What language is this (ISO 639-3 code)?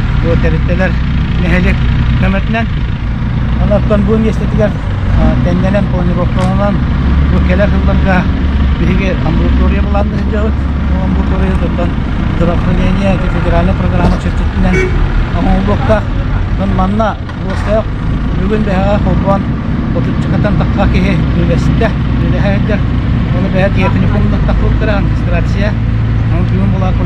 sah